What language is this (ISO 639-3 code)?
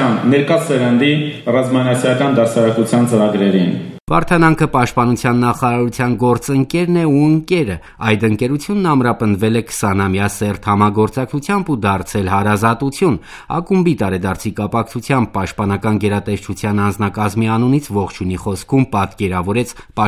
hye